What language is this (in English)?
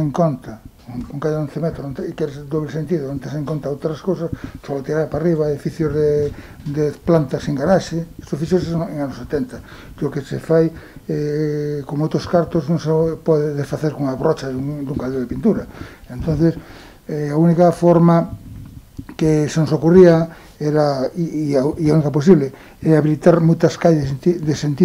Galician